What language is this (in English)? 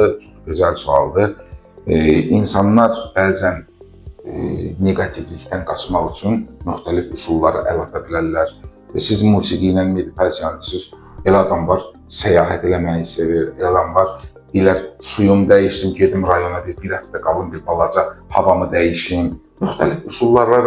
Azerbaijani